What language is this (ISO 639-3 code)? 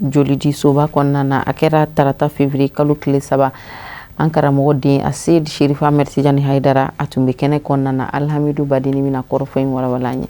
bam